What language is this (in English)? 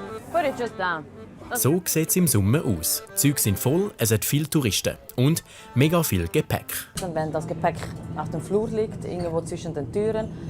Swiss German